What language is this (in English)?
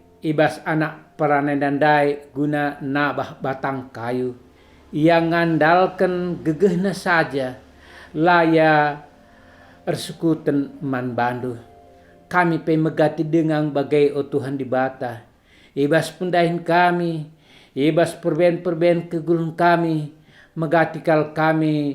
Batak Karo